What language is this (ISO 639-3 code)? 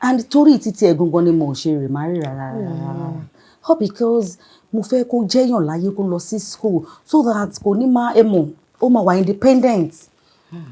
yor